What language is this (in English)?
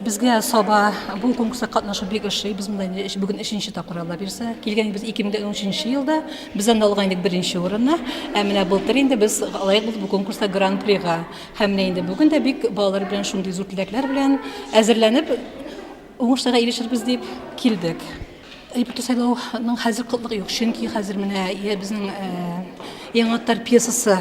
Tatar